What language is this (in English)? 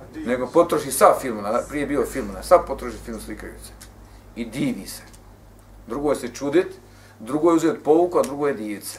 Bosnian